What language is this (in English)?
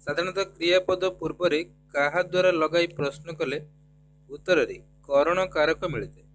Odia